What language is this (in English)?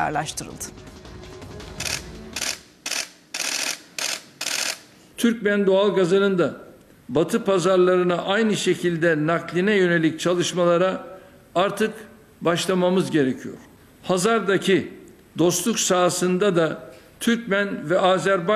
Turkish